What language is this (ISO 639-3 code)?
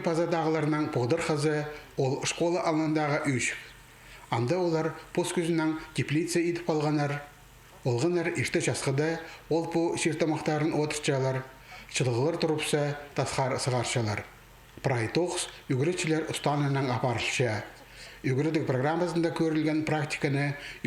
kjh